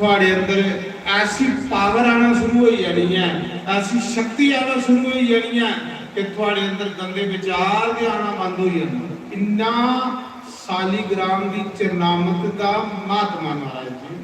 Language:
Dogri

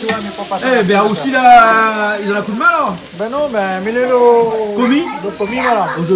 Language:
Réunion Creole French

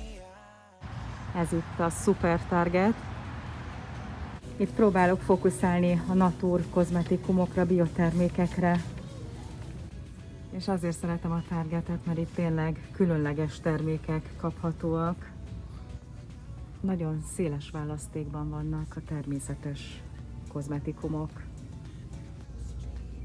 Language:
Hungarian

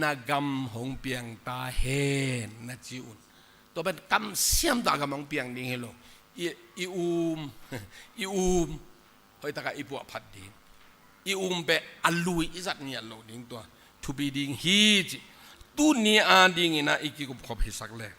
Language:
Tedim Chin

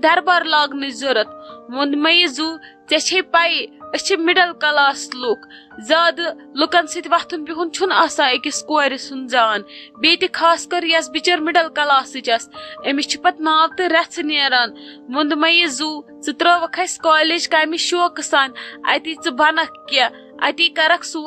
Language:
Kashmiri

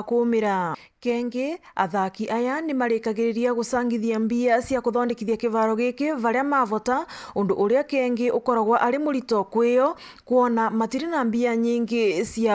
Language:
Meru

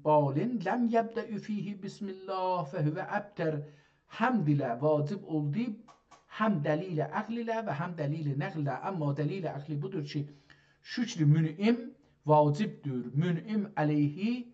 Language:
South Azerbaijani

